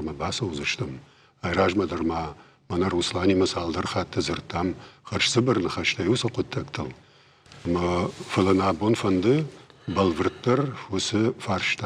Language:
Ossetic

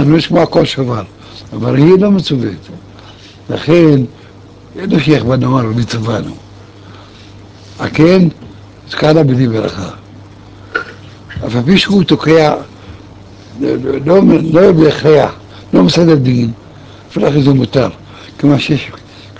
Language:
Hebrew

